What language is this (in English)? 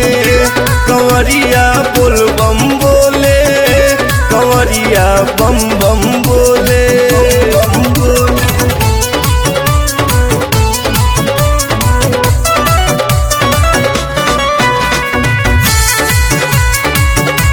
Bhojpuri